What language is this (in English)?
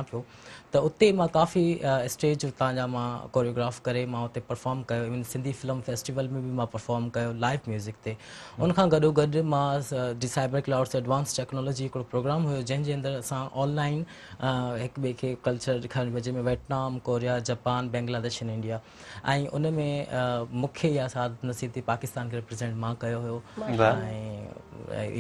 Sindhi